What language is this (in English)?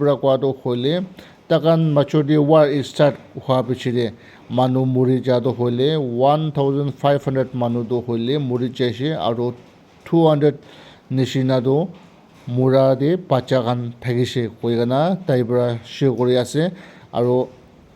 Naga Pidgin